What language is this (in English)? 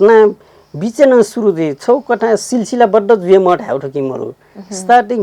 Newari